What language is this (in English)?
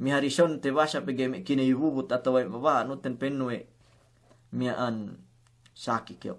Yakan